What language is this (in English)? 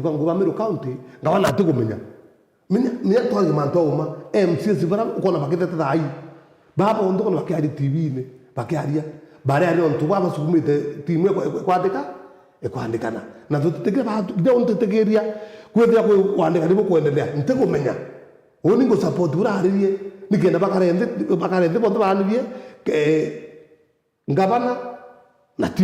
Meru